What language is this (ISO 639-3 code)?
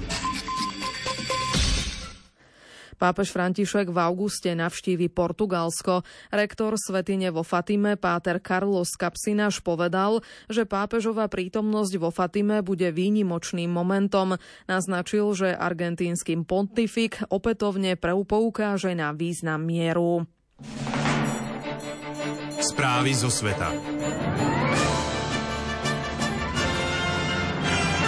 slk